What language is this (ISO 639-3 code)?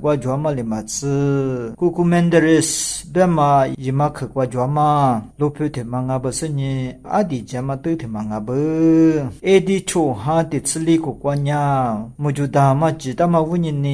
lis